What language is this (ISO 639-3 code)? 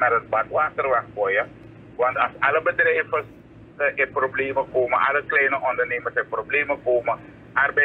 nld